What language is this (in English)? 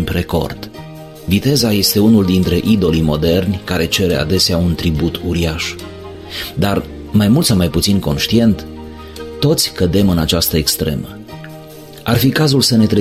Romanian